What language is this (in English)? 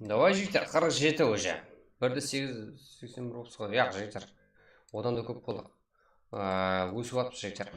Kara-Kalpak